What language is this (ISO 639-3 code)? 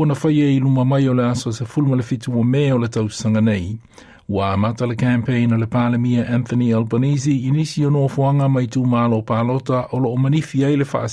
smo